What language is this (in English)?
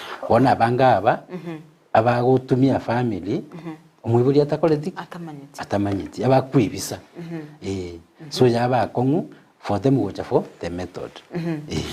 Gusii